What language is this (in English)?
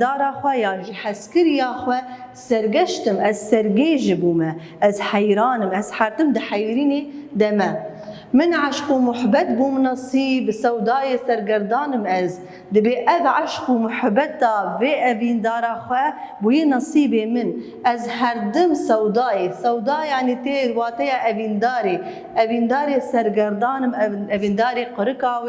Kurdish